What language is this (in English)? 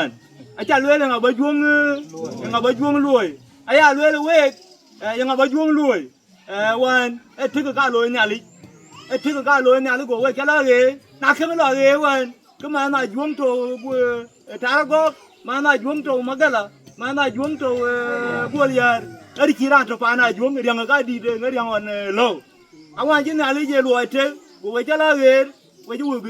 Dinka